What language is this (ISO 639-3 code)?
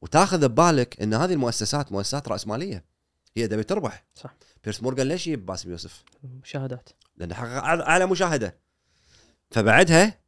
afb